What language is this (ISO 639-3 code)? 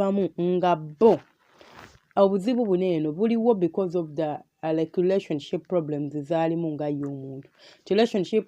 lug